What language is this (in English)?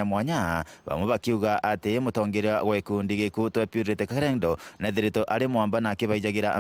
Meru